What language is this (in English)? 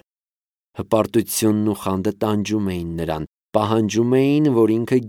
Armenian